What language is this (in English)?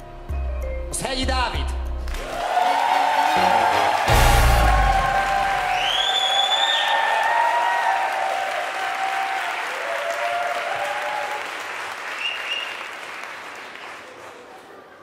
Hungarian